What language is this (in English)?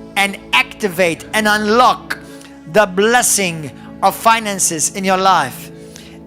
English